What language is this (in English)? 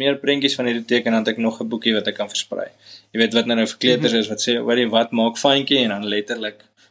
Afrikaans